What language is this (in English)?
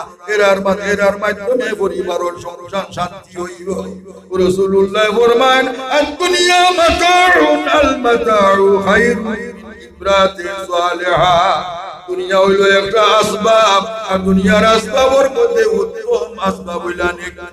Sylheti